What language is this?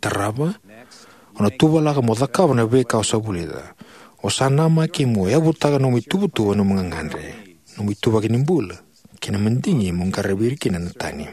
Fijian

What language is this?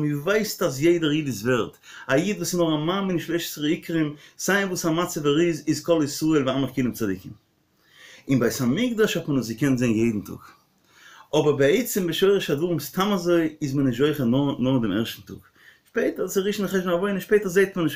Yiddish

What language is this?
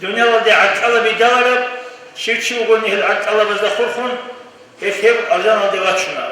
Avaric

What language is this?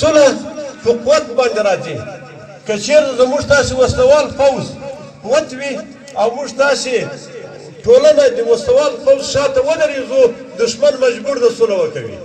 Pashto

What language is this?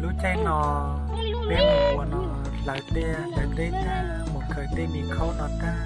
Hmong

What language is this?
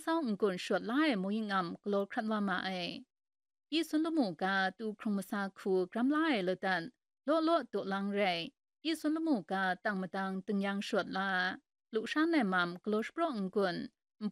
Kachin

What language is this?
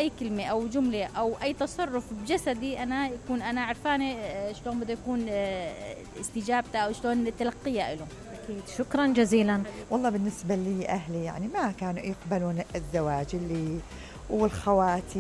Mesopotamian Arabic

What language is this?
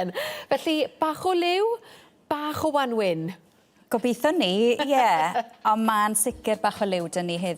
Welsh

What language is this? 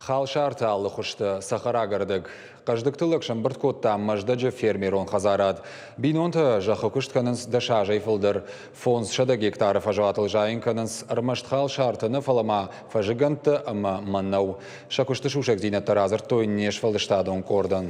Ossetic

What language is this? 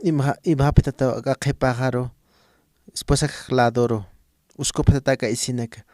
Aymara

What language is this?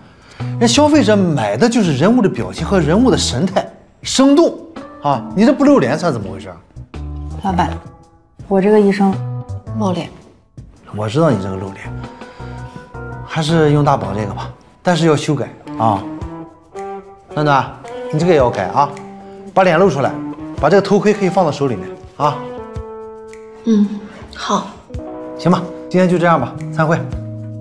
Chinese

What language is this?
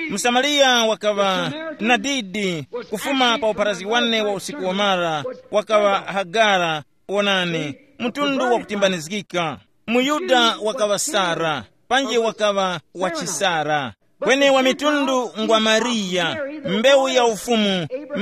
Tumbuka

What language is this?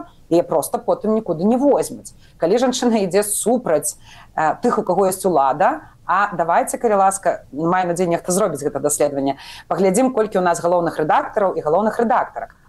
Belarusian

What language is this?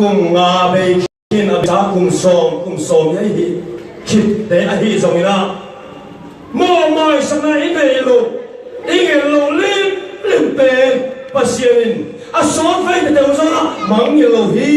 Tedim Chin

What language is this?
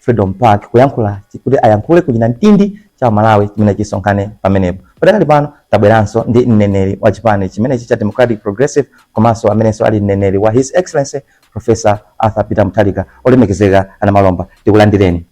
Nyanja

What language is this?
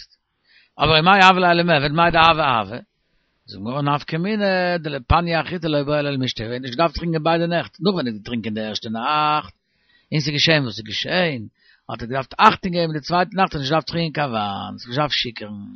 Yiddish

